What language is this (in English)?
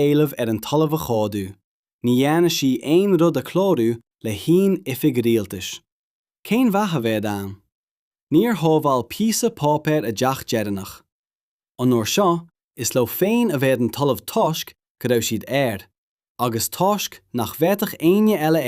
Irish